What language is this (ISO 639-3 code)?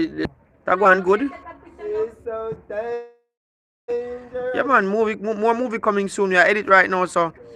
jam